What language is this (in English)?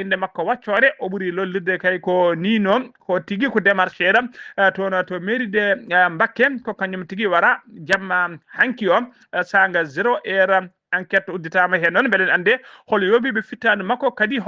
Fula